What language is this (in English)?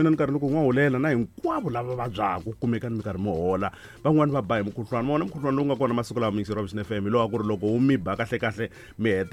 Tsonga